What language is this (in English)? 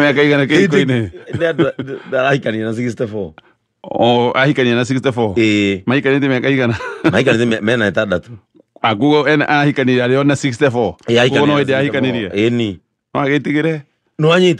Kikuyu